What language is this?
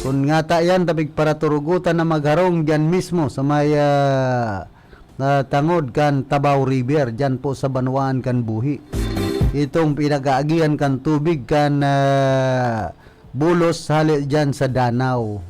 Bikol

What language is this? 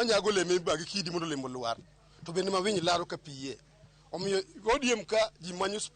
Luo (Kenya and Tanzania)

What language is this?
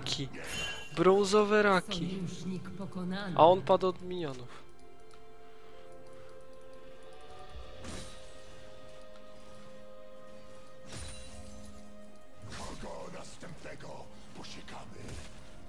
Polish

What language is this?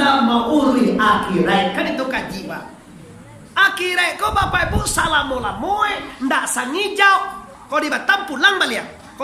Minangkabau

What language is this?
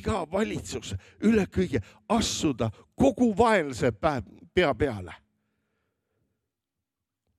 Estonian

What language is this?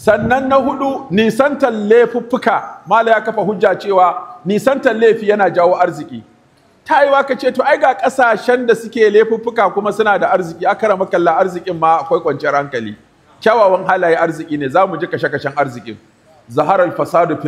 Hausa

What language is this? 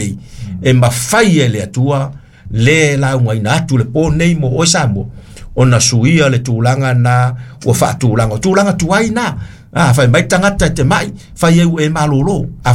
Samoan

